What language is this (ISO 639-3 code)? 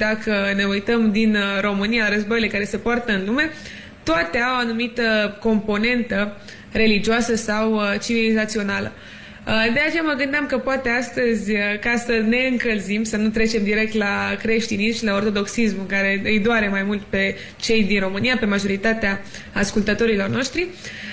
ron